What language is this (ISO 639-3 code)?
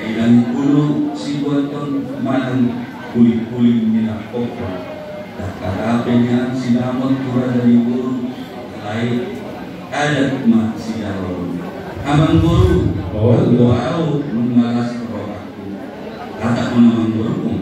bbc